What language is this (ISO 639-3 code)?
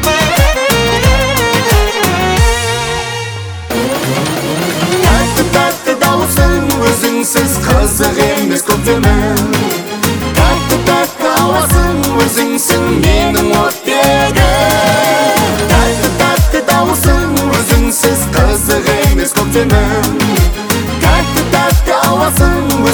kaz